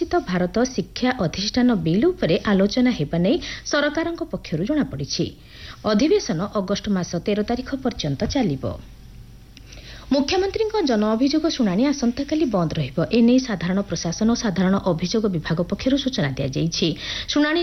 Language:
Odia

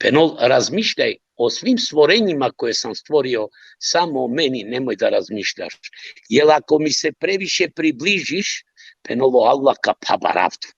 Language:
Balkan Romani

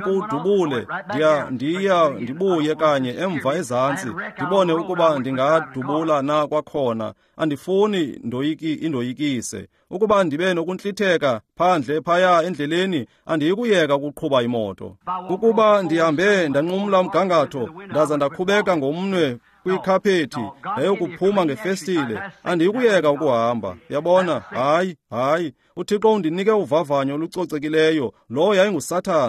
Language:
Xhosa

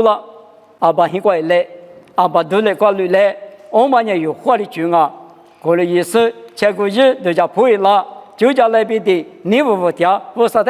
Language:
Lisu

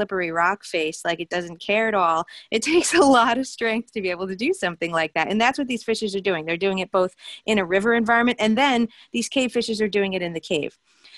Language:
English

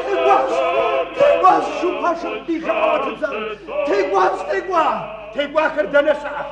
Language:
Kabardian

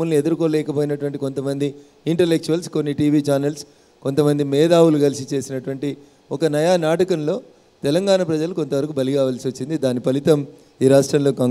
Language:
Telugu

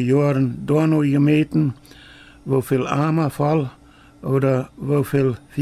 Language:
Plautdietsch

